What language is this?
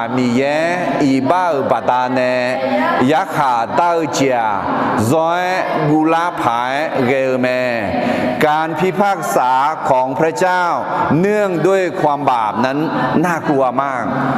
Akha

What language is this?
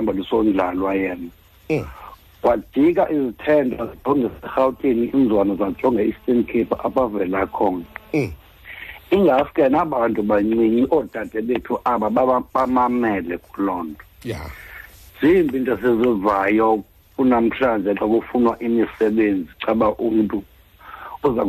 Xhosa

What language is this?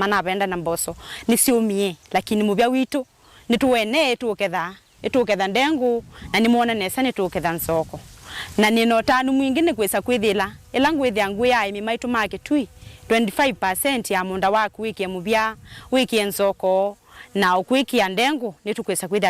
Kamba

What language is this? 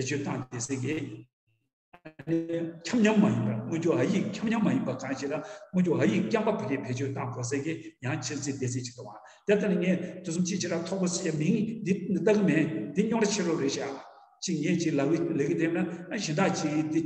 Tibetan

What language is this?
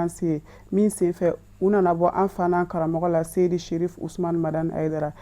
Bambara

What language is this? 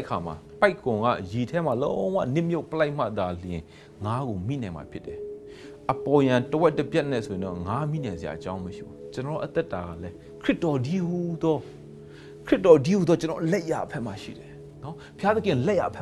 Burmese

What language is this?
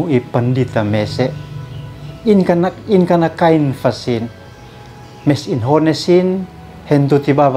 Uab Meto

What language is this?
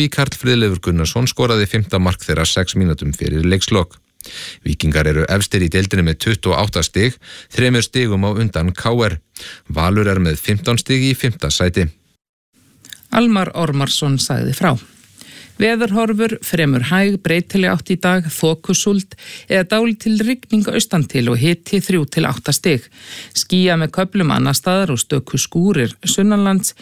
Icelandic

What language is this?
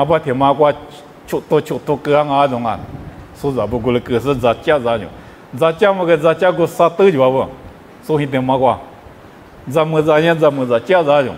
Lisu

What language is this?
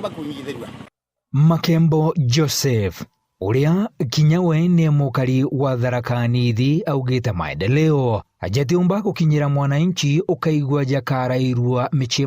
Meru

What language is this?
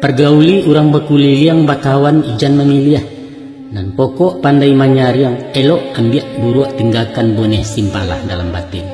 Minangkabau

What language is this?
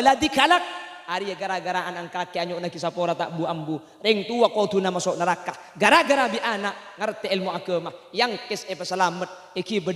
Madurese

